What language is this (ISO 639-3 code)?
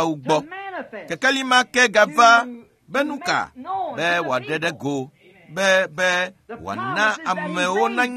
ewe